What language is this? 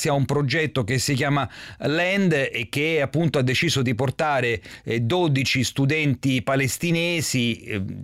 Italian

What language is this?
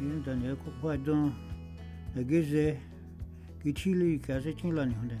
Dogrib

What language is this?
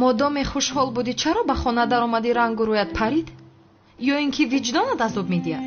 Tajik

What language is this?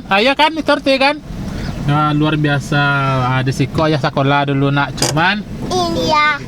Minangkabau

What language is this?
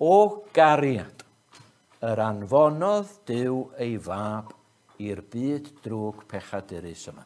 Welsh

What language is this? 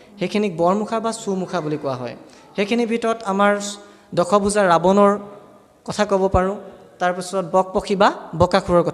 Assamese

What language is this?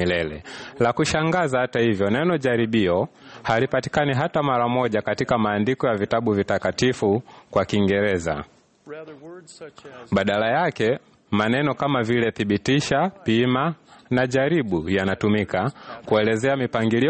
Swahili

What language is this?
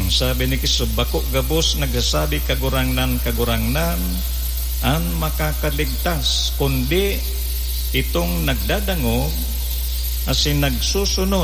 Bikol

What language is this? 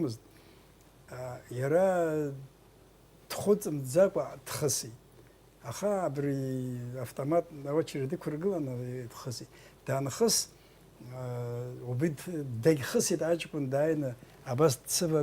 Abkhazian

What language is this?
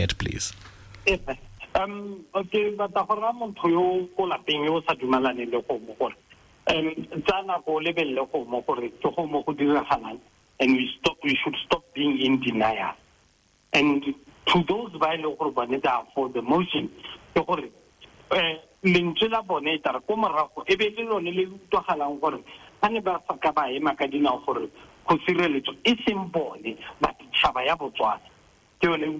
Tswana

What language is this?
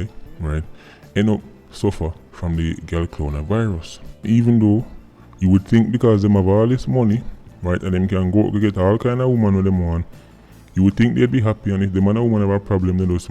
Jamaican Creole English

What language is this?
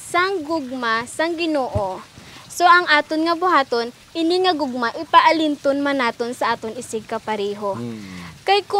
Hiligaynon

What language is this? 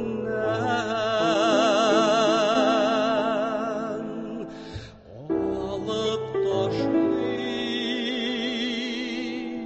Tatar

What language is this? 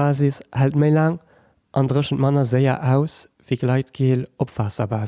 Luxembourgish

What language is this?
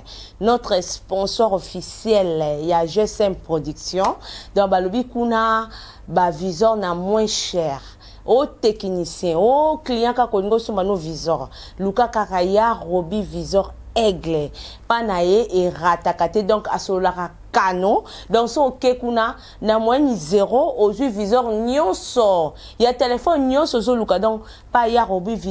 Lingala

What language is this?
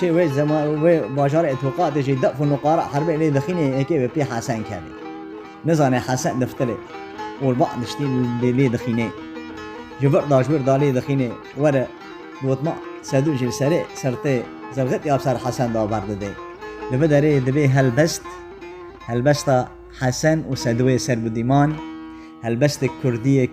Kurdish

